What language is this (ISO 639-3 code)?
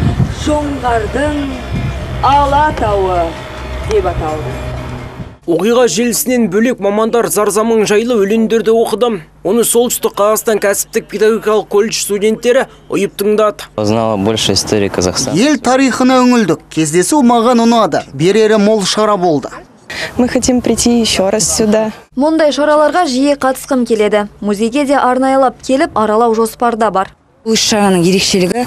kaz